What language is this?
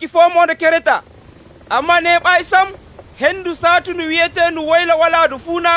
Nigerian Fulfulde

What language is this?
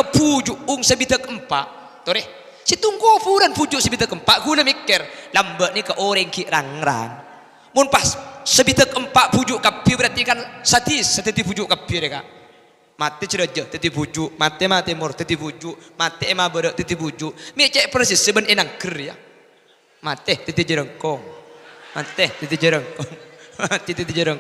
Madurese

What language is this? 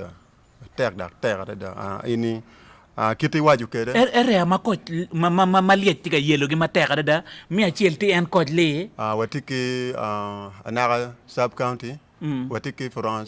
Acoli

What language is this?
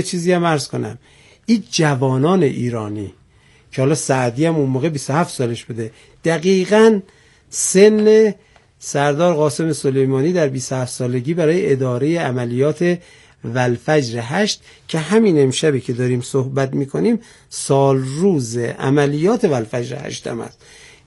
Persian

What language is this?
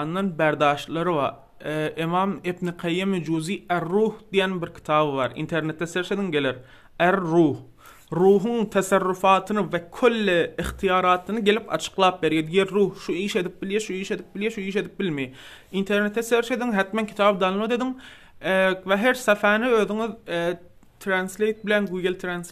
Turkmen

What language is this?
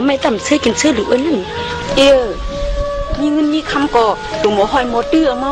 Shan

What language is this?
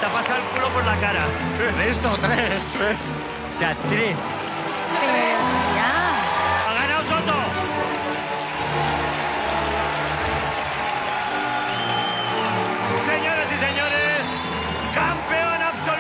Spanish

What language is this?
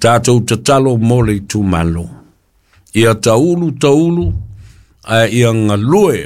Samoan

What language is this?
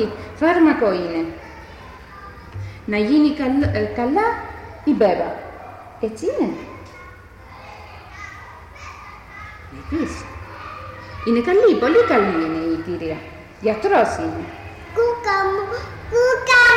Greek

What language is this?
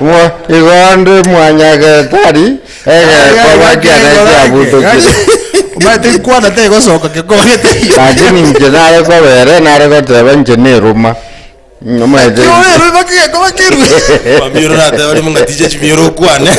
Gusii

